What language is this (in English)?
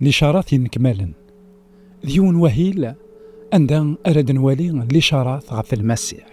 Kabyle